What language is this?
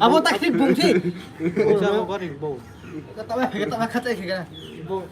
Riang (India)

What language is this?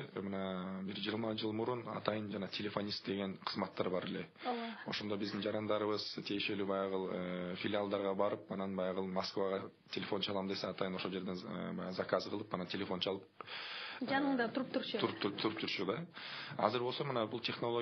Kyrgyz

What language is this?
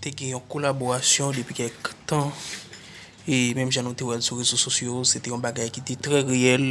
Haitian Creole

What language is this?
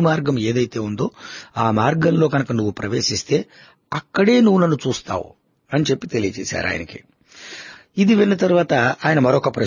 Telugu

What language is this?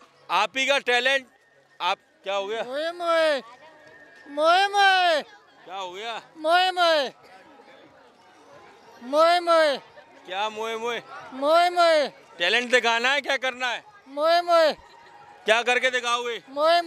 Hindi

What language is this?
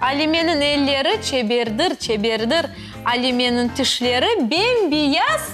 Crimean Tatar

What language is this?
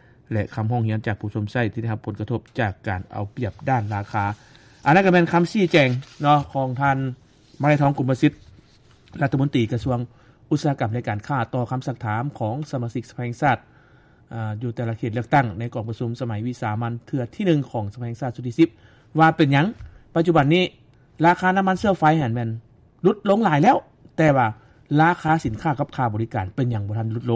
Lao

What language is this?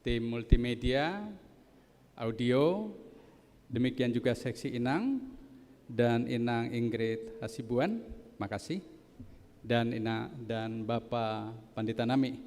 Batak Simalungun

